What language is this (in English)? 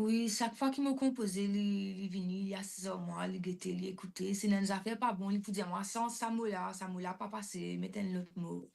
Morisyen